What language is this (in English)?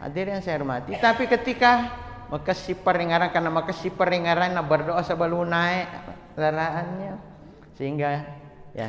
Buginese